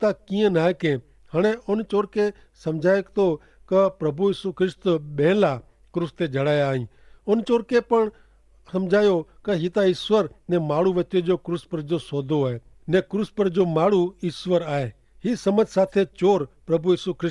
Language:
Kachhi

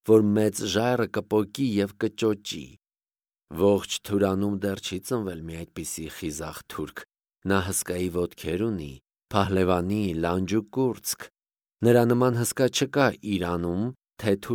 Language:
Armenian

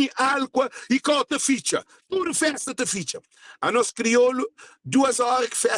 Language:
Kabuverdianu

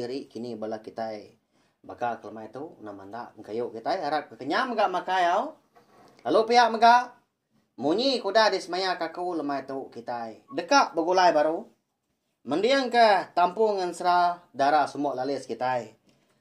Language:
Iban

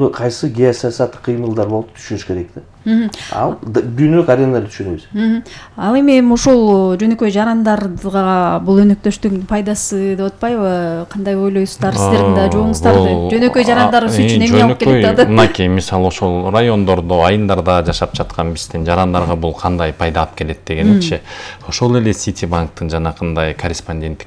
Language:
Kyrgyz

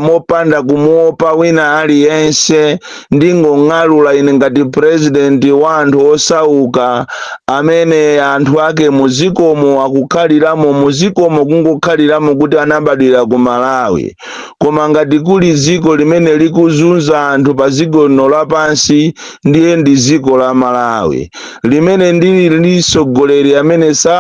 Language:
Nyanja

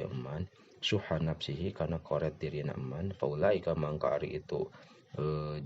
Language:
Sundanese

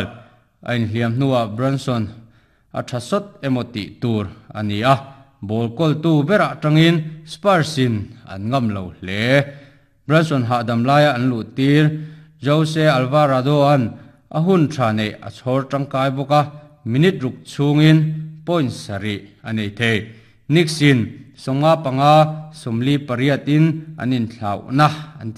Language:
Mizo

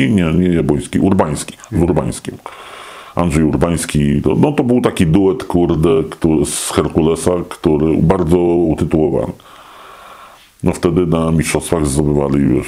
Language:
Polish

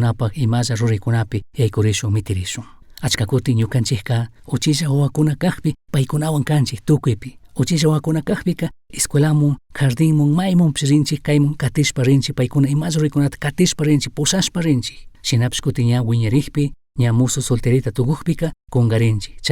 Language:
Chimborazo Highland Quichua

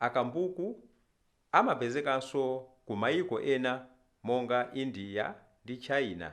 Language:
Nyanja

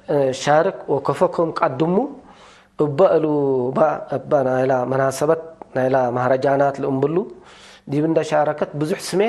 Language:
Tigre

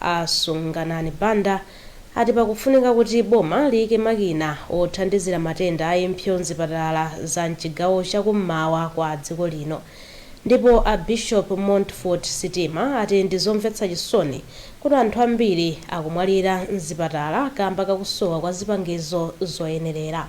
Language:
Nyanja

